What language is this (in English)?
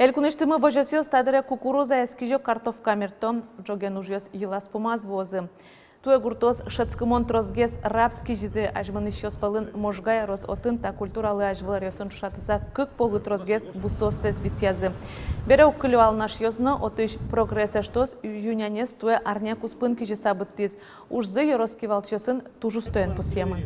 Udmurt